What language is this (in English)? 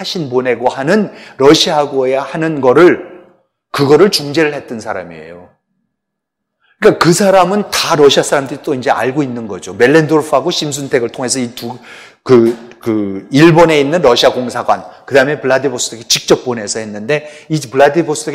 Korean